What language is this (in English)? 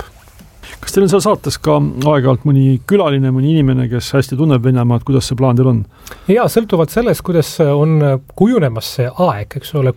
Estonian